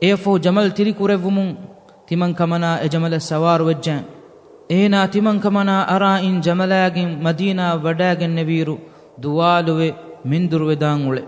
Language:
Divehi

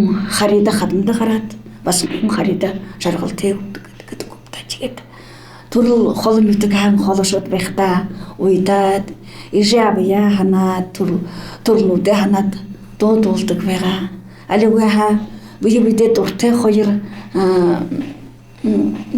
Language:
Buriat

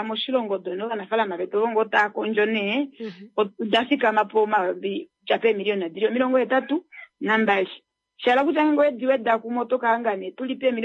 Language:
Kuanyama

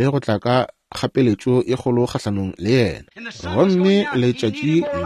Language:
Northern Sotho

